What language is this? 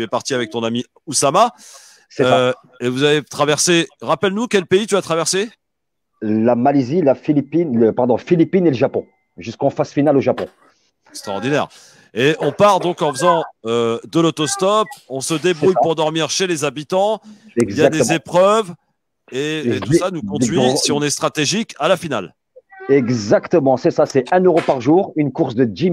French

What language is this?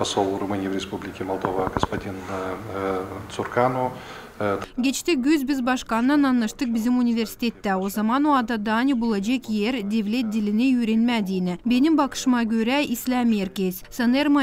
Gagauz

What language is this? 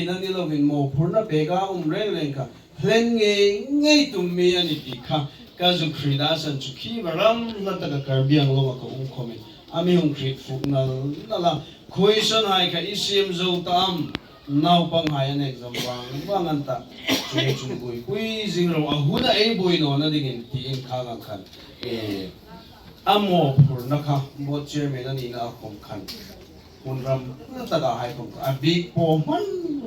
Hmar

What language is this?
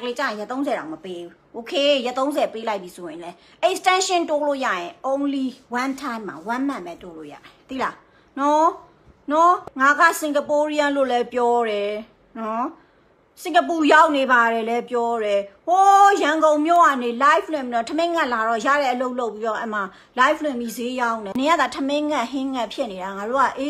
Burmese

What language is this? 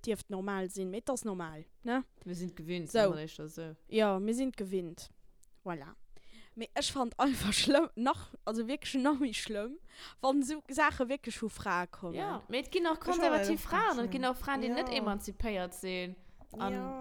Luxembourgish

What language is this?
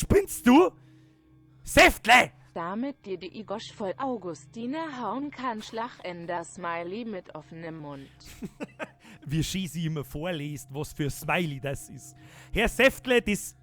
Bavarian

